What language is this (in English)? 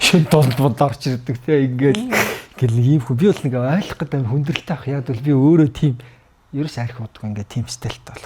Mongolian